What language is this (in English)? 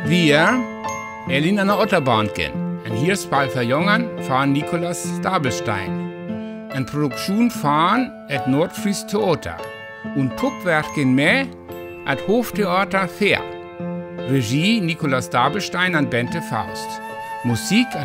Northern Frisian